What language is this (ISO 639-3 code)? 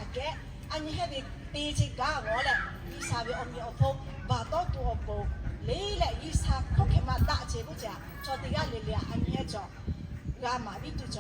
lhu